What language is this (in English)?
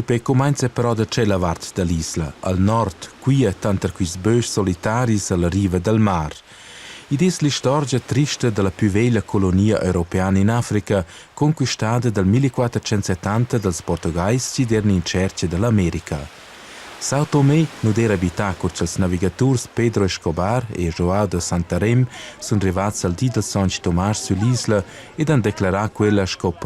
Romansh